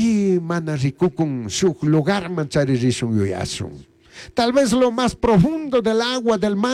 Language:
Chimborazo Highland Quichua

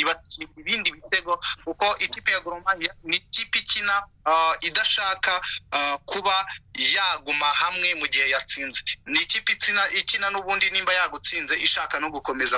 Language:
Kinyarwanda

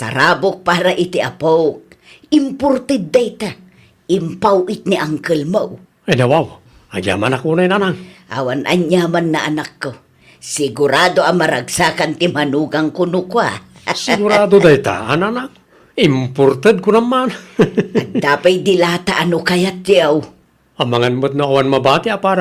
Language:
Iloko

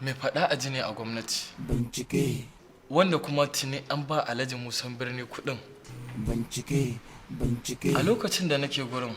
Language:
Hausa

